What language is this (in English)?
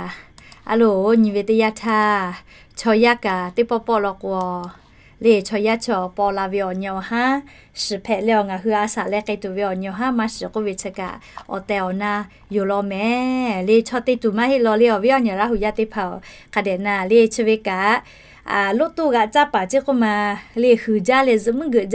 Lahu